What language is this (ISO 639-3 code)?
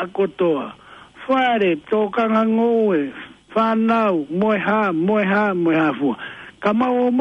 ton